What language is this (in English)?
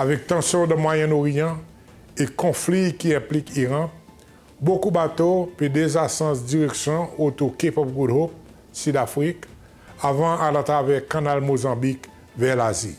Seselwa Creole French